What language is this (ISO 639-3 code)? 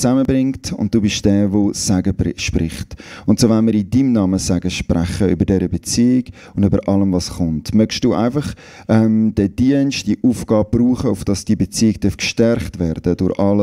gsw